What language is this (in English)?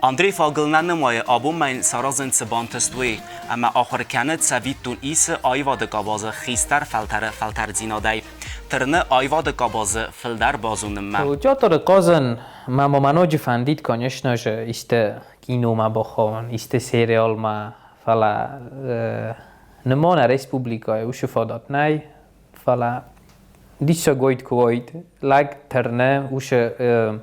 Ossetic